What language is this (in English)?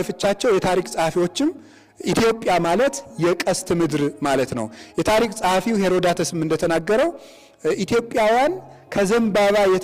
Amharic